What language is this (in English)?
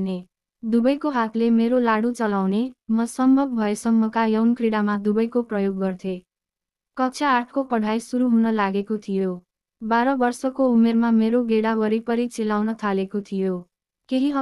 Nepali